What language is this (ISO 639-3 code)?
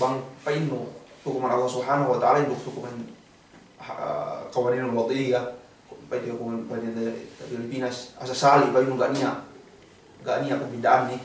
yka